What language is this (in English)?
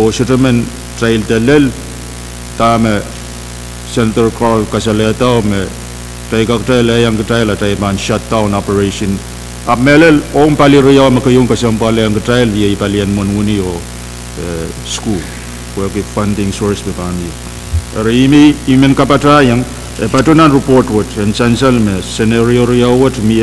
Pohnpeian